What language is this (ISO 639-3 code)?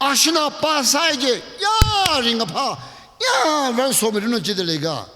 nmf